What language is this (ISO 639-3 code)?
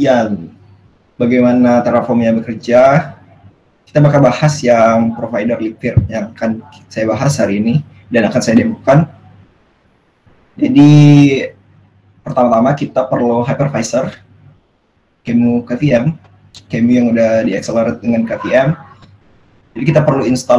ind